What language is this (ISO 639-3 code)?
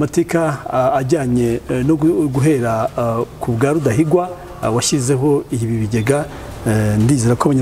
kin